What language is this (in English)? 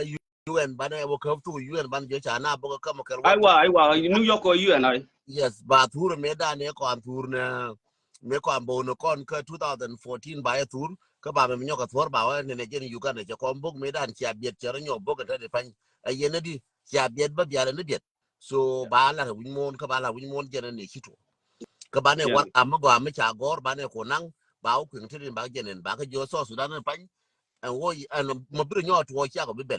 Nuer